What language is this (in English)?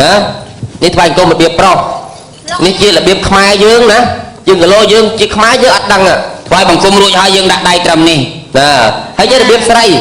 Khmer